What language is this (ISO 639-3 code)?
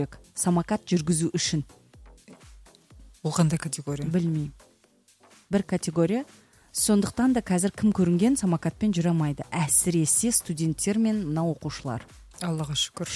kaz